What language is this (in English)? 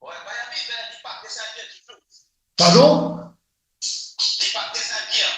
Morisyen